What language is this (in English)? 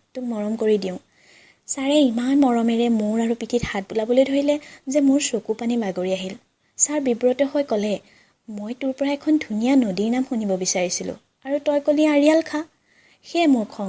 Assamese